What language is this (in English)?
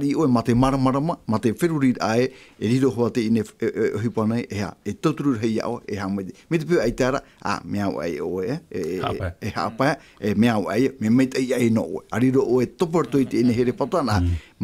Tahitian